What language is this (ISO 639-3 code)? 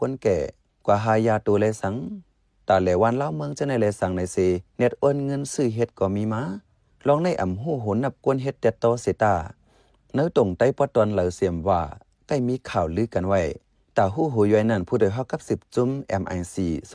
shn